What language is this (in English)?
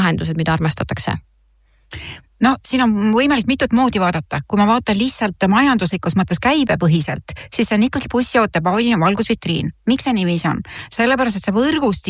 Estonian